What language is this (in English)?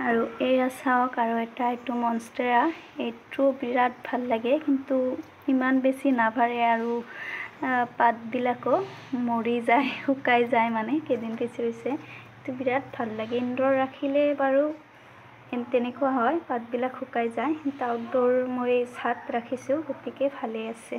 Assamese